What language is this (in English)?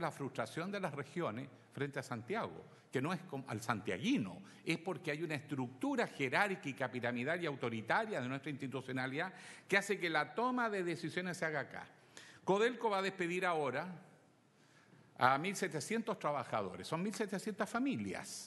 Spanish